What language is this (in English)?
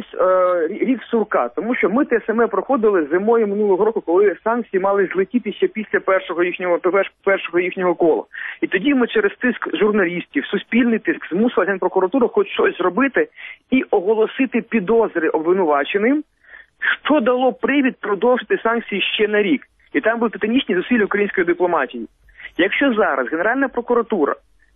Ukrainian